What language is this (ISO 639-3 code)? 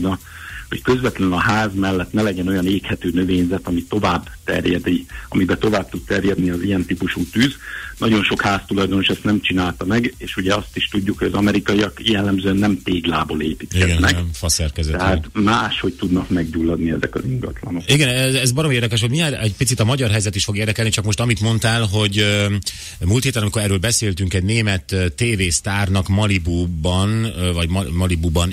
hun